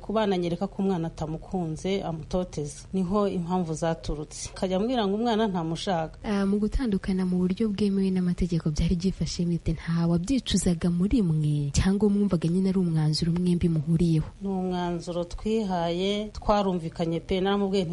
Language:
Kinyarwanda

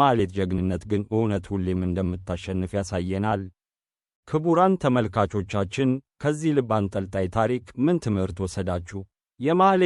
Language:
Amharic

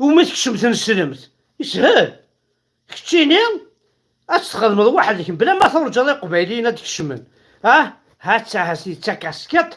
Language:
Kabyle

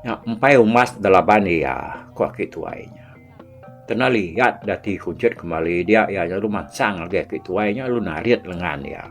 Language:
Iban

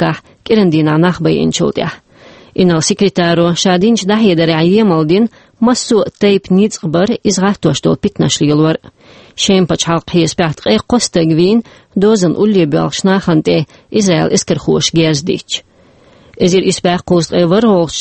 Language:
Chechen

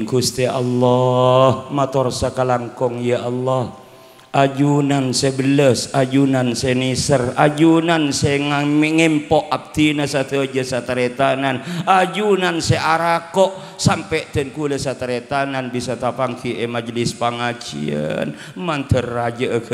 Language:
Madurese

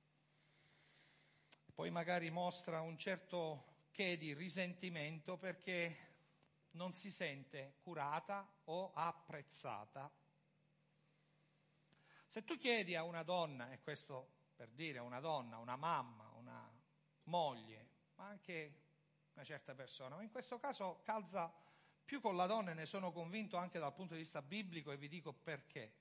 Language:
Italian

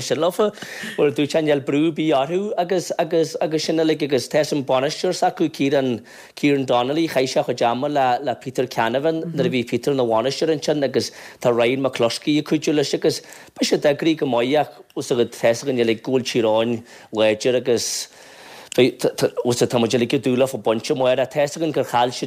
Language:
Irish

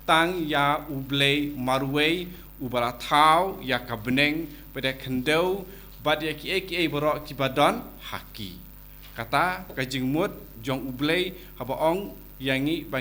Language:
Khasi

